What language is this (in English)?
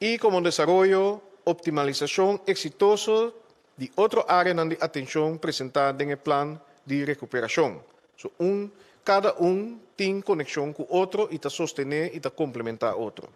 Papiamento